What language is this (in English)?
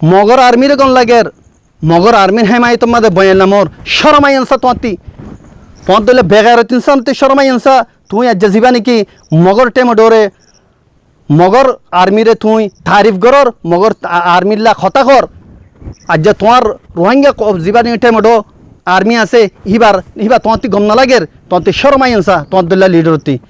Rohingya